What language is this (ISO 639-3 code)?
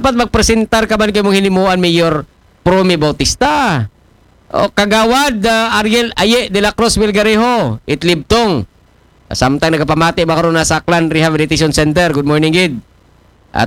akl